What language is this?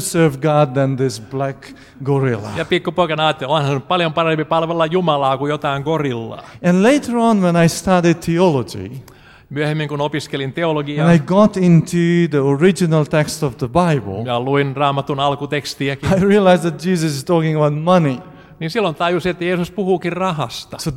Finnish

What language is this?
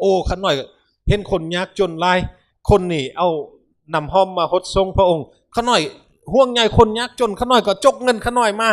Lao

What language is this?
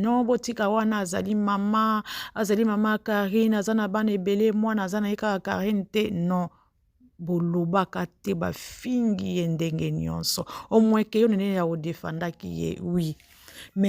Lingala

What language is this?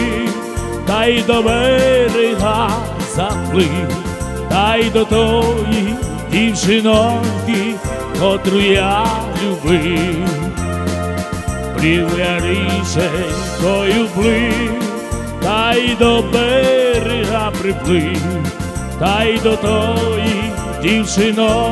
Ukrainian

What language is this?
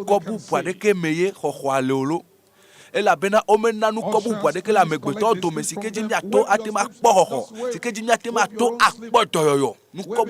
Ewe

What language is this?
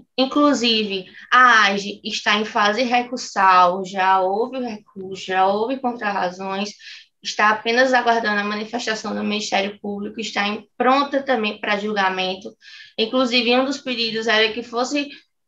Portuguese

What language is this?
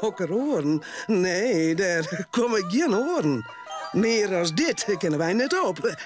Western Frisian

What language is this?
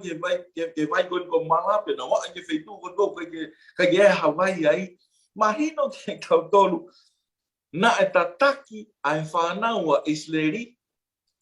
Tongan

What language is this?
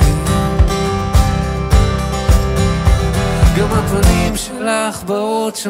Hebrew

